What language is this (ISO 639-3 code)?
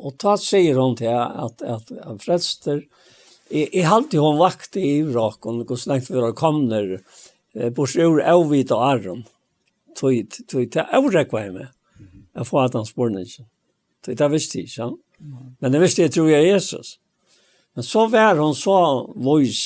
fao